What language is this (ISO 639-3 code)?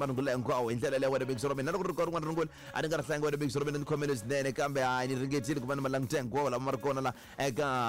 tso